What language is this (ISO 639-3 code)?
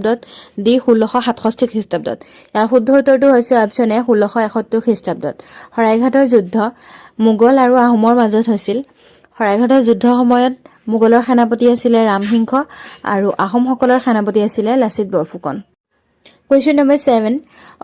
asm